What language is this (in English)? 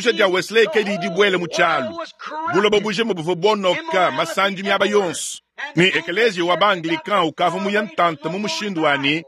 Luba-Lulua